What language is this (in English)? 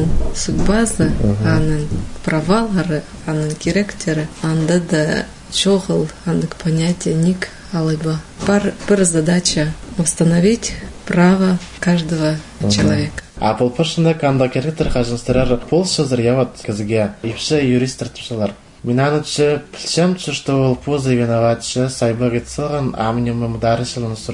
Khakas